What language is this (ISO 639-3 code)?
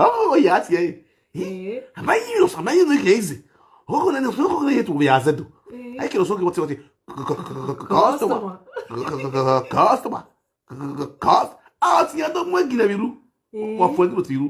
pcm